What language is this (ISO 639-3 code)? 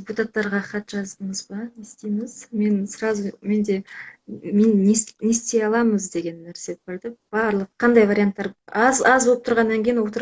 kaz